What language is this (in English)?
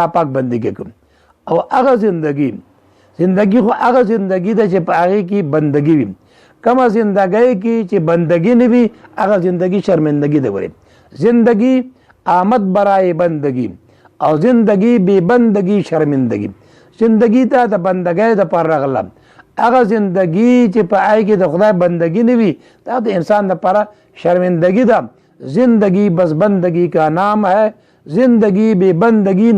Pashto